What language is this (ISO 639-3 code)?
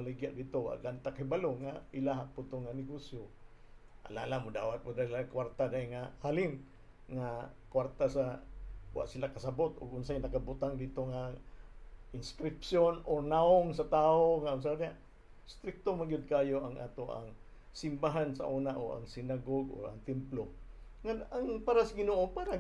ceb